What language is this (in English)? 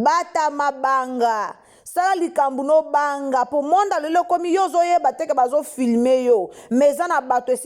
Lingala